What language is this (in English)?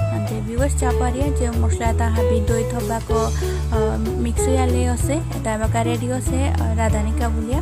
Bishnupriya